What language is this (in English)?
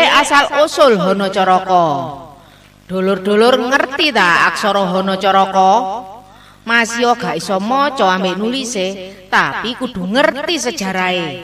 Javanese